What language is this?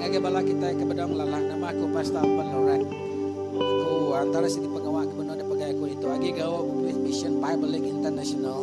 Iban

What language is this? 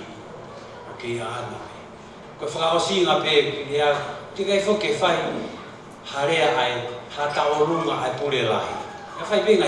Tongan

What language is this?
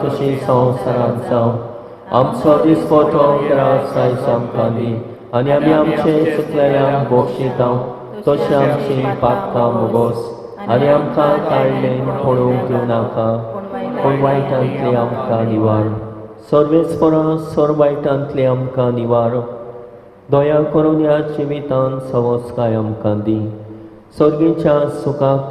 Konkani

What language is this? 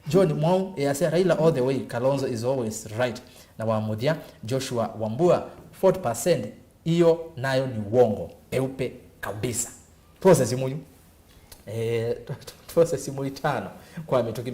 Kamba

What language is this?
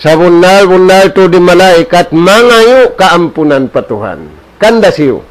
Tausug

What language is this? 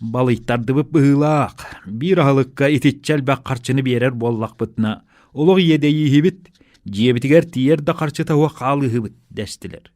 Yakut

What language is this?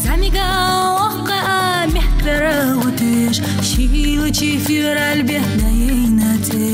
Ingush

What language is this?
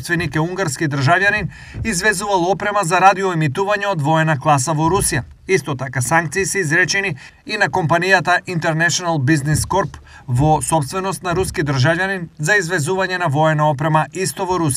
Macedonian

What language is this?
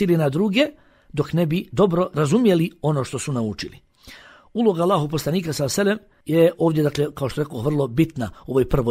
Bosnian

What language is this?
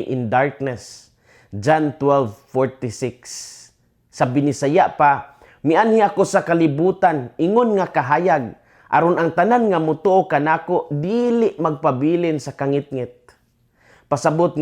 Cebuano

